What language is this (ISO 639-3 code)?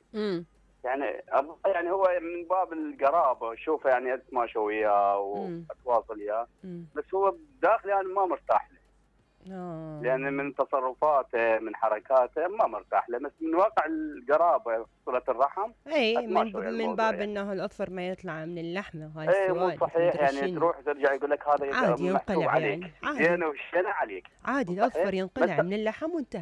acm